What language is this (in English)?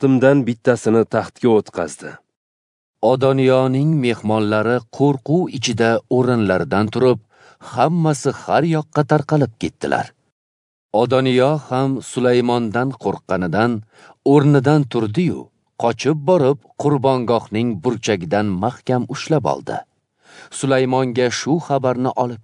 Uzbek